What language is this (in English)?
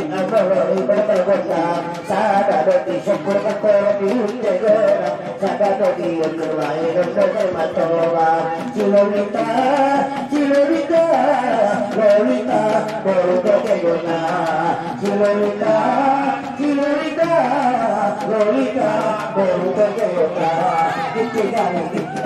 Batak Angkola